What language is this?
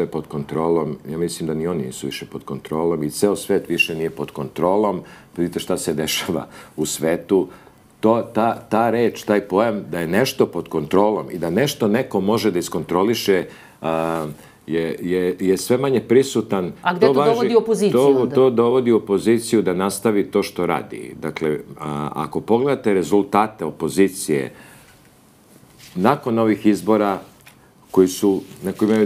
Serbian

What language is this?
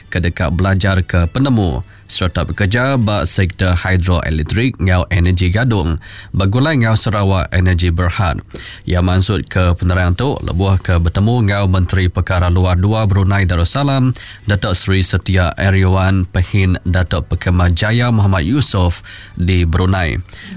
Iban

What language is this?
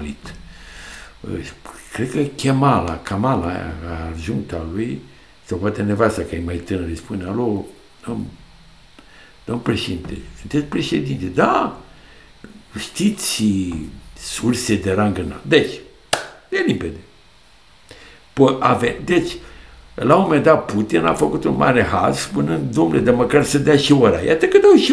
Romanian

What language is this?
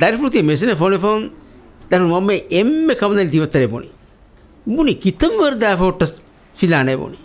Divehi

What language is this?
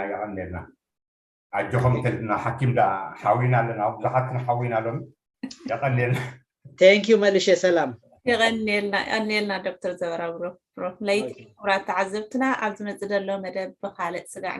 Tigrinya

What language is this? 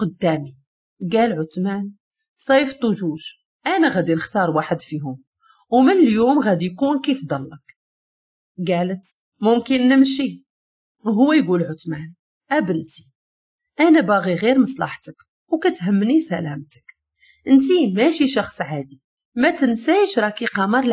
Moroccan Arabic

